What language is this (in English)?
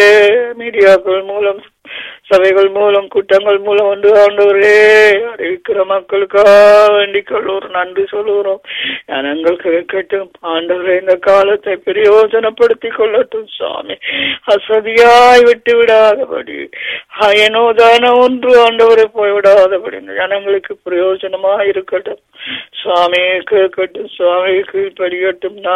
Tamil